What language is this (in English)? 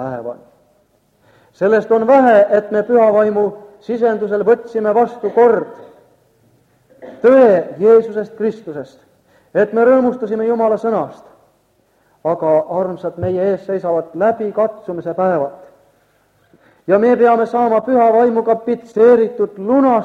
Estonian